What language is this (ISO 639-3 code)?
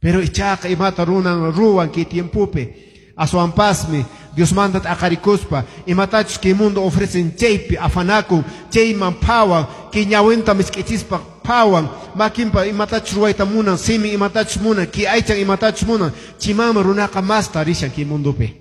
que